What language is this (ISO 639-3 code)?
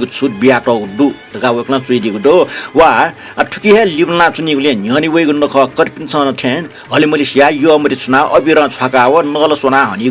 new